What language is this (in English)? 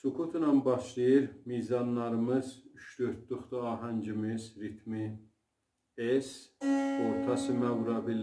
South Azerbaijani